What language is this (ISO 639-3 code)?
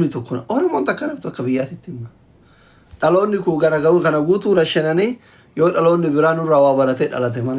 orm